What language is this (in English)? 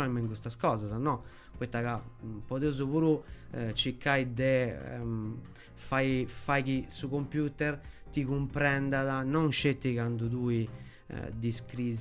Sardinian